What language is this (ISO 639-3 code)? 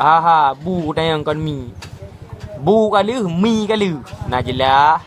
ace